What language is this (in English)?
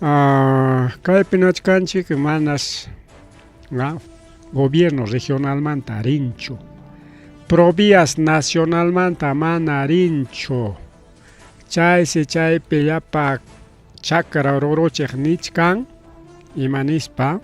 Ayacucho Quechua